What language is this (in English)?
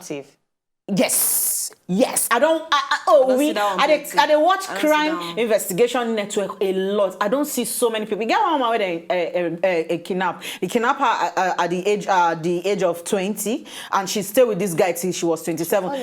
Nigerian Pidgin